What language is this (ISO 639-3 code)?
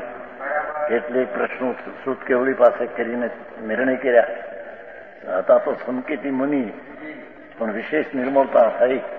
guj